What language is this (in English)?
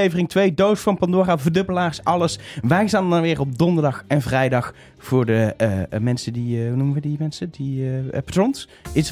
Dutch